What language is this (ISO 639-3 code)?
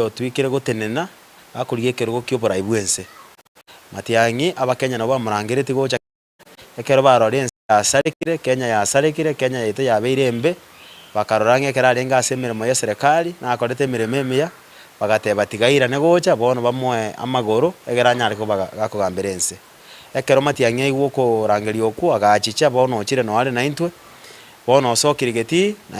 guz